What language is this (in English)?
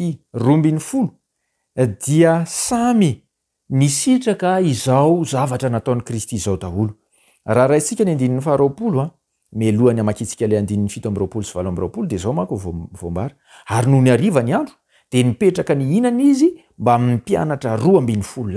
Malagasy